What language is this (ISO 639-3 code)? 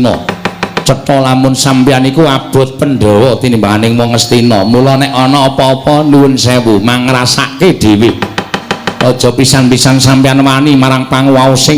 jav